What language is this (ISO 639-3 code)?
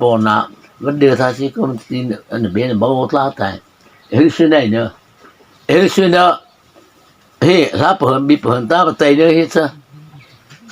mrh